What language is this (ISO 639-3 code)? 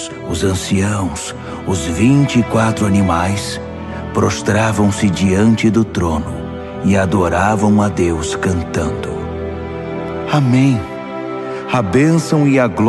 por